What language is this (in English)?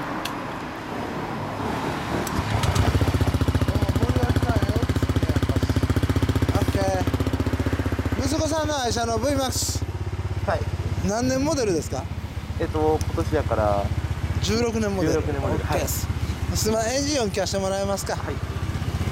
Japanese